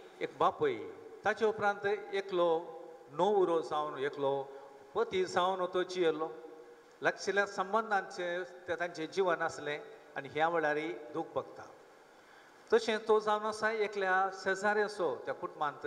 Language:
Konkani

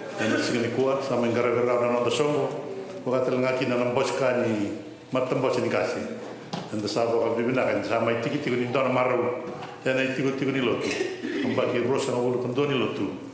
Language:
Fijian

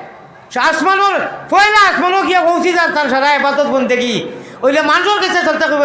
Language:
Sylheti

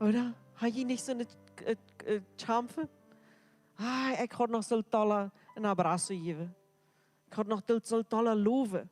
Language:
Plautdietsch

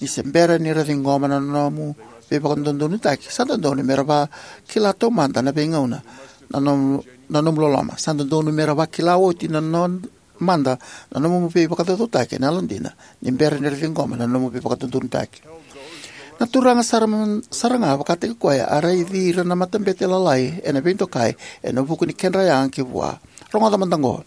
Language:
Fijian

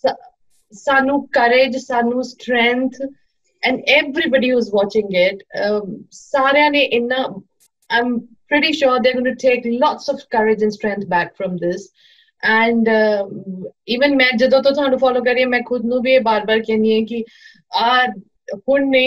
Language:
Punjabi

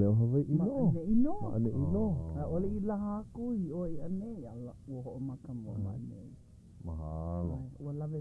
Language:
Hawaiian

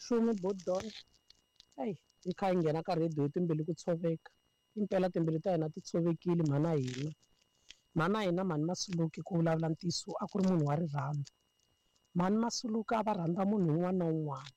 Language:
Tsonga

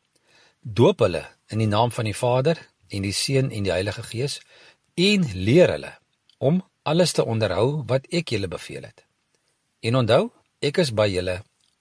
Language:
Afrikaans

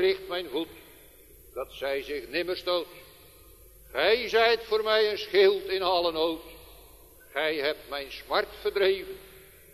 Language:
Dutch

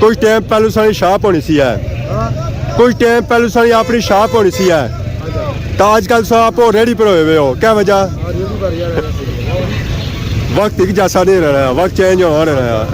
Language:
Pahari-Potwari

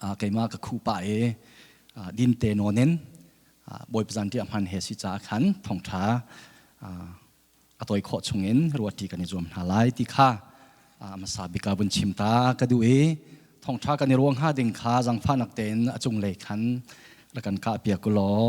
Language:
Hakha Chin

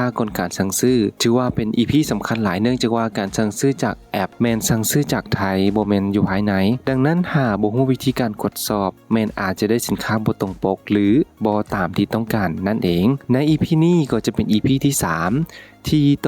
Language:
Lao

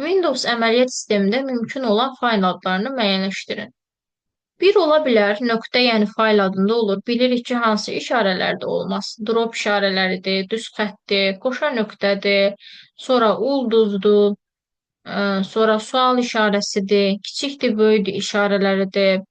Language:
Azerbaijani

